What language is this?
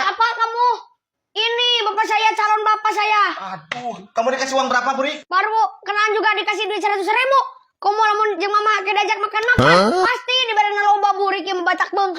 Sundanese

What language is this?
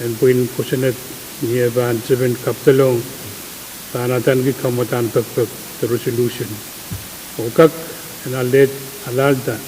Pohnpeian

